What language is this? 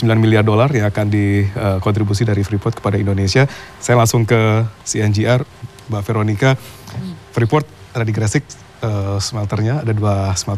Indonesian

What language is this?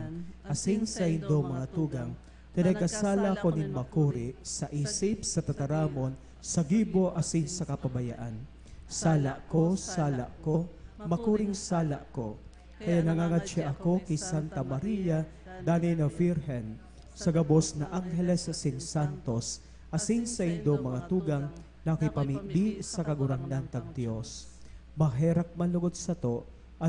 Bikol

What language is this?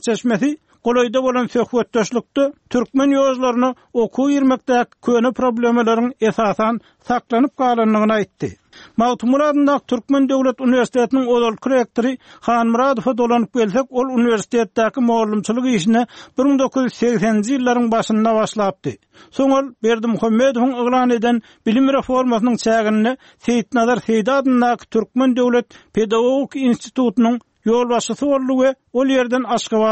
Turkmen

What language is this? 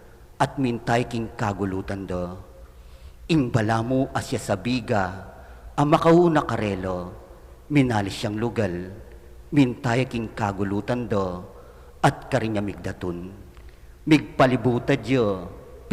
Pampanga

